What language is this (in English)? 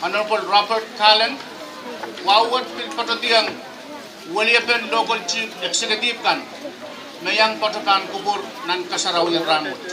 Pohnpeian